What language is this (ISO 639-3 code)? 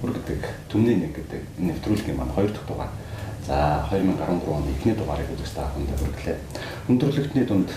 mon